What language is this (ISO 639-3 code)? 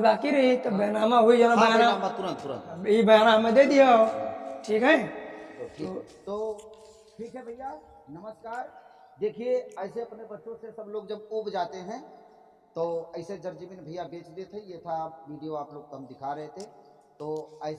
awa